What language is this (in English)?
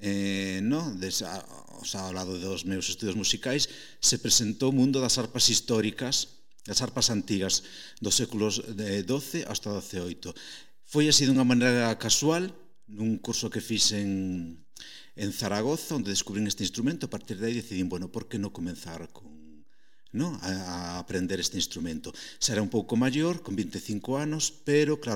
Galician